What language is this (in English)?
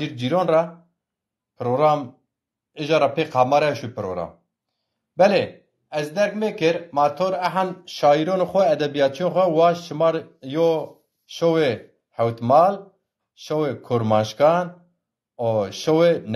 Zaza